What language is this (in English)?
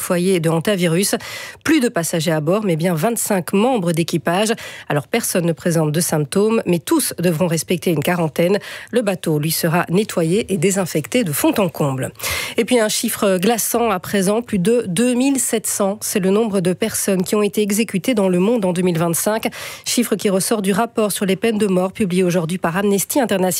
French